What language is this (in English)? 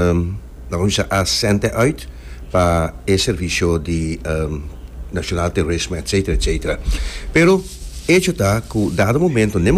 Papiamento